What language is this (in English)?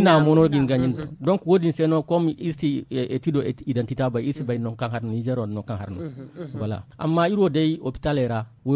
Zarma